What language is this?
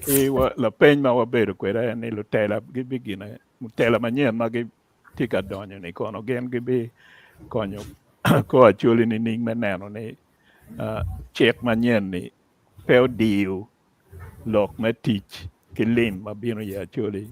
Acoli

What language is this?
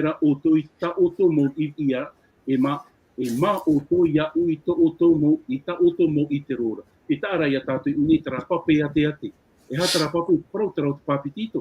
Tahitian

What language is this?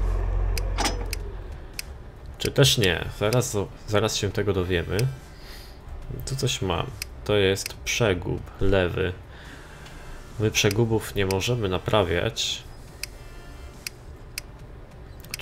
Polish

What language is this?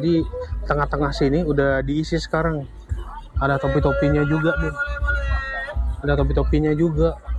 Indonesian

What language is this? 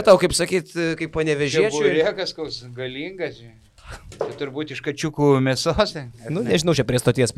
Lithuanian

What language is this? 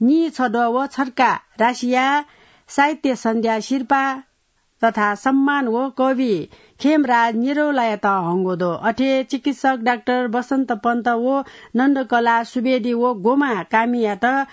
Newari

